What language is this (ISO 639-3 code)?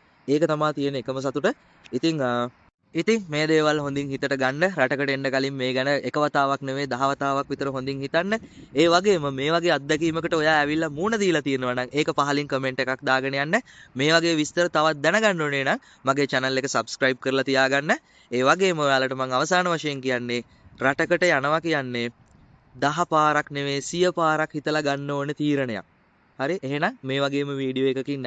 sin